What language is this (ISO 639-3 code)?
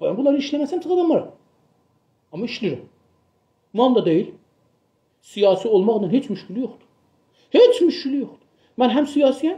azb